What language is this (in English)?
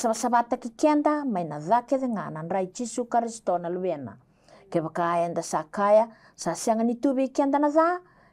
Fijian